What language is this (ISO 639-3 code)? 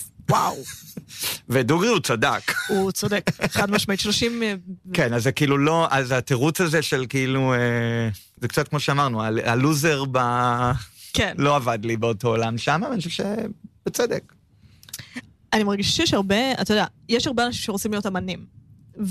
heb